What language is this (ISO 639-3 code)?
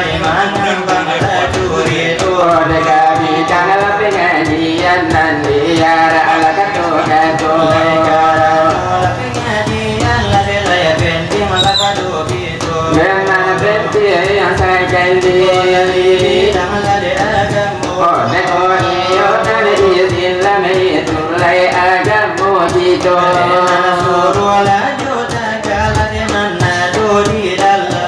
min